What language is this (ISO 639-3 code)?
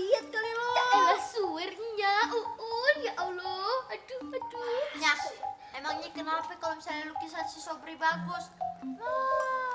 bew